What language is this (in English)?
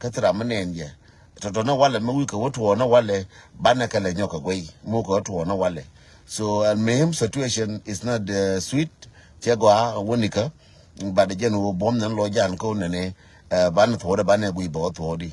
Nuer